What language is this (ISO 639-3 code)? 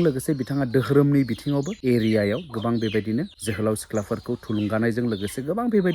brx